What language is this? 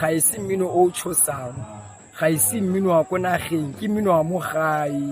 Tswana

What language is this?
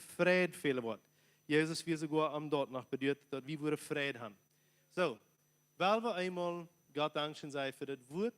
Plautdietsch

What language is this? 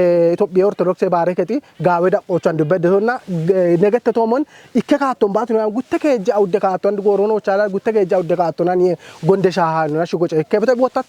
Kafa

